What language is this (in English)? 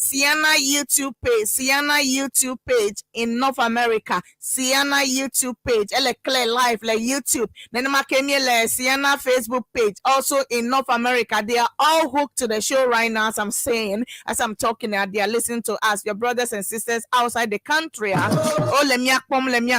Ewe